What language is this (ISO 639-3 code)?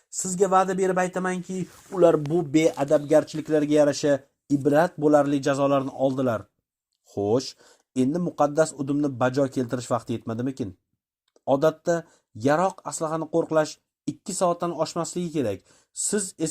uzb